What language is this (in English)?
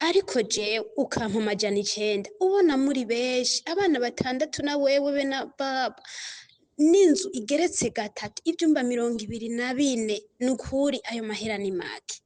Rundi